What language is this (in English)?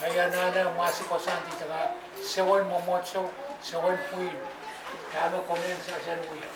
Pohnpeian